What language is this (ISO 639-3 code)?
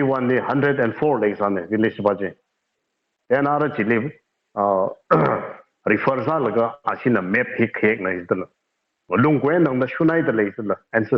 nmf